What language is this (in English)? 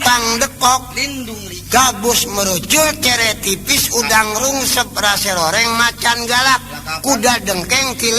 Betawi